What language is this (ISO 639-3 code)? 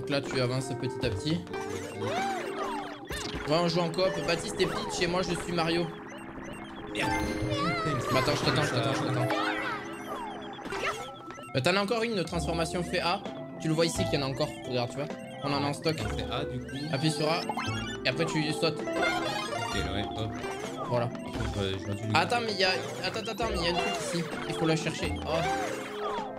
fra